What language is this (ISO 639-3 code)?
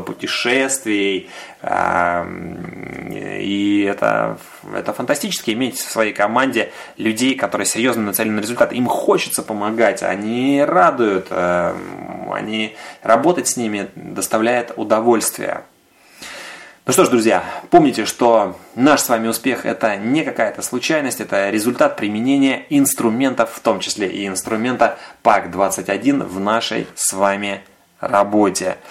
rus